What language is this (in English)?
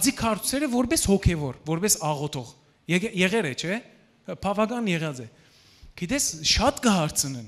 Western Armenian